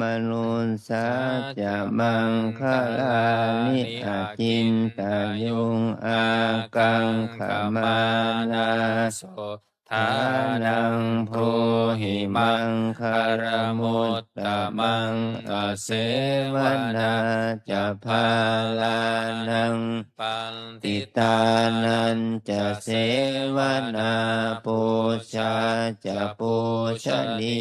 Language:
Pali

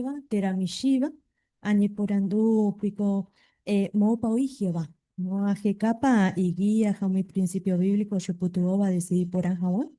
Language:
Guarani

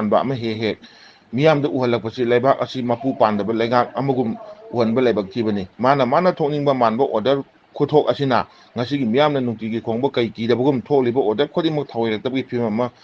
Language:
Manipuri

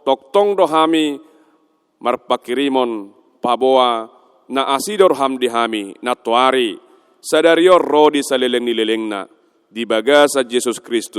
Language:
Batak Toba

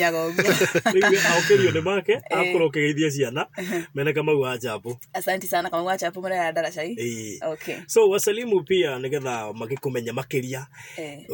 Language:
Kikuyu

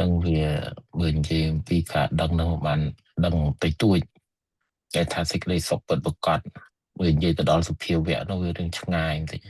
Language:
Khmer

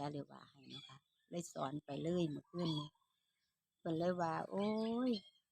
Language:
Lao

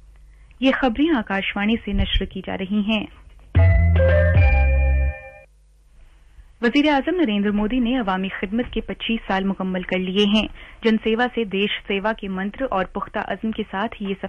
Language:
Urdu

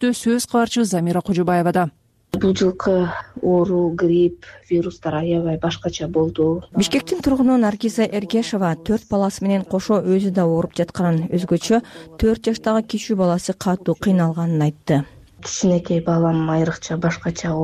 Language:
Kyrgyz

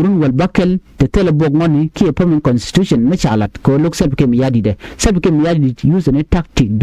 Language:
Nuer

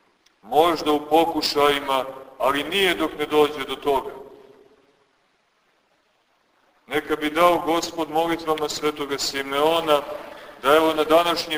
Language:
Serbian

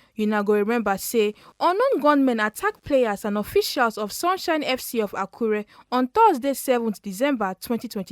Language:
Nigerian Pidgin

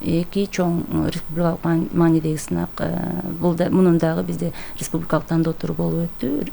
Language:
Kyrgyz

